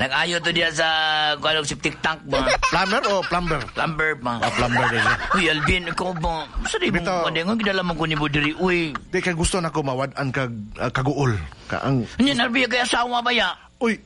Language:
Cebuano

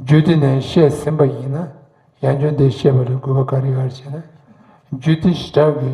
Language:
Tibetan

